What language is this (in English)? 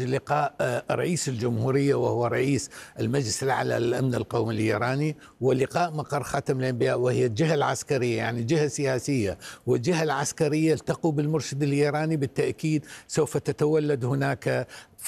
Arabic